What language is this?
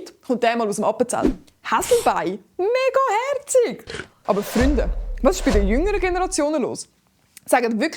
Swiss German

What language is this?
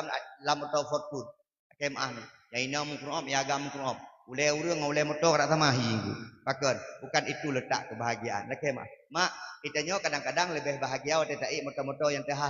Achinese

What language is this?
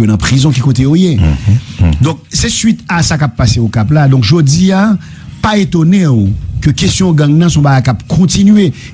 Haitian Creole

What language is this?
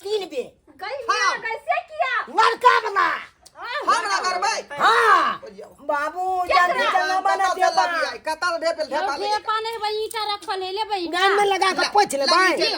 Maithili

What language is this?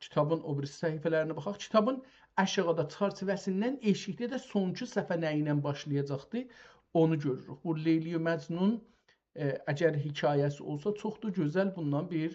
South Azerbaijani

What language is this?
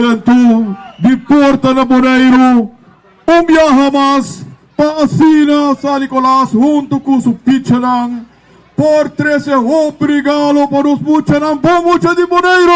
Papiamento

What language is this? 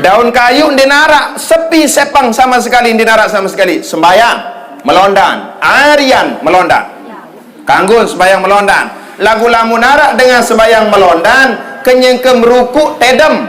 Sasak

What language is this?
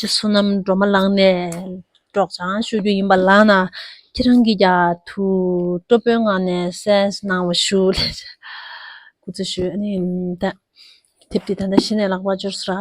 Tibetan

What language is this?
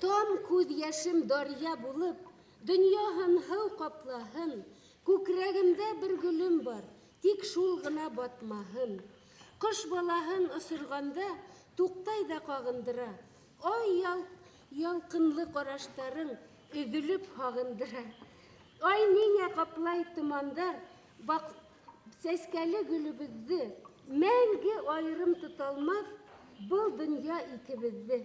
Bashkir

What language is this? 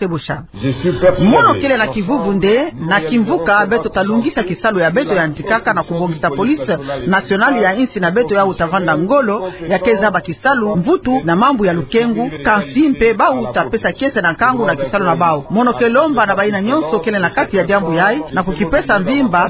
Kituba (Democratic Republic of Congo)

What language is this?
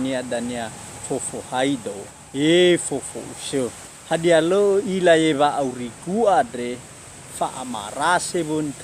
Nias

